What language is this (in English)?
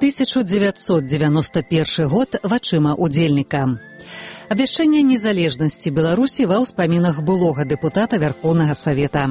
Belarusian